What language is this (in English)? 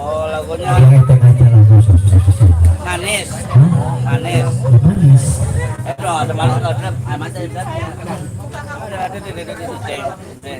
Betawi